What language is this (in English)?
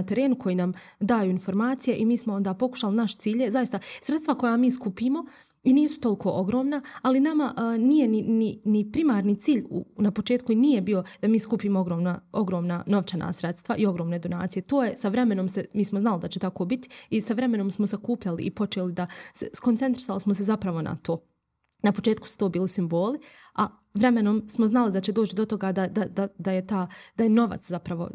Bosnian